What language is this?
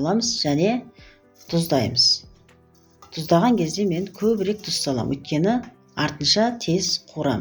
Kazakh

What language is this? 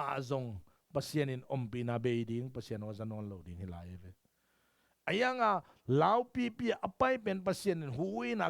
Tedim Chin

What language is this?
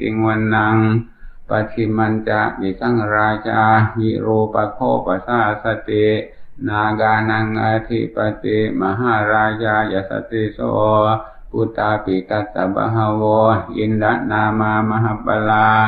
Pali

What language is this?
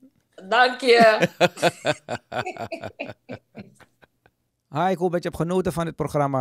Dutch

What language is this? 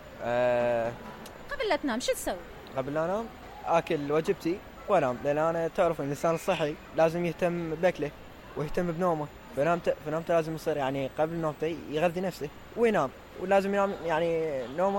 Mesopotamian Arabic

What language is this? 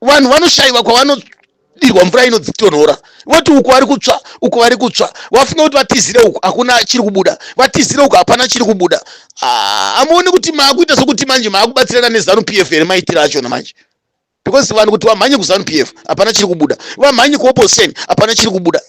Shona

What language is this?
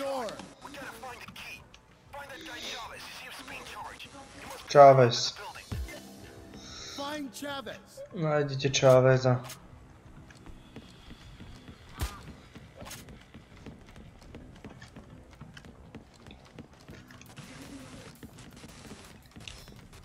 Slovak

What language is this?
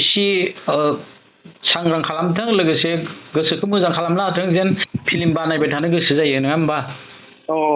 Bodo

